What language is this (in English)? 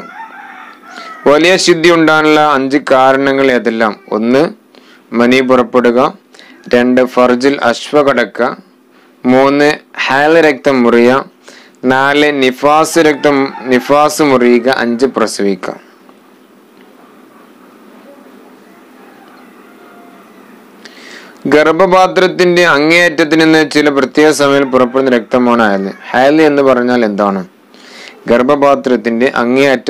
Malayalam